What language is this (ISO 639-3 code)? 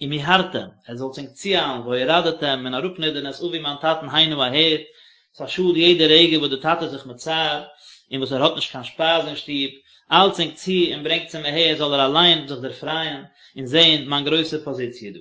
yid